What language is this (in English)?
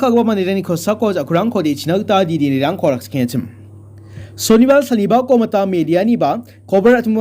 Garo